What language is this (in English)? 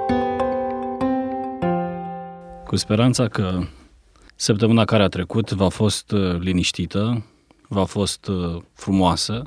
Romanian